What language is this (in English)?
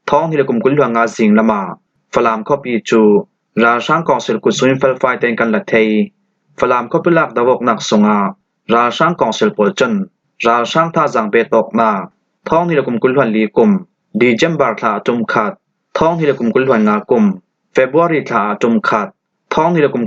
Falam Chin